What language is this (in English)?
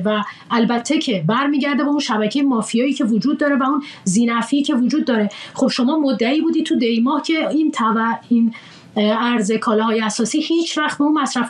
Persian